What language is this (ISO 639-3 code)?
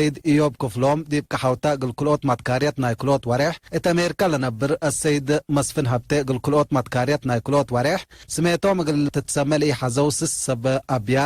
tig